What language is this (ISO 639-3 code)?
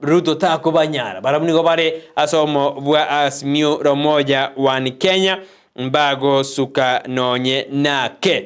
guz